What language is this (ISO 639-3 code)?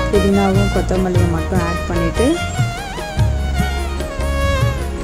tam